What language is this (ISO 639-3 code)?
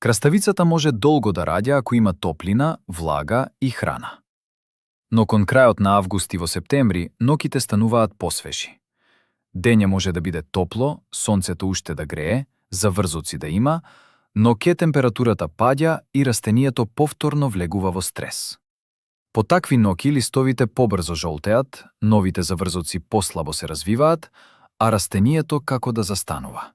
mkd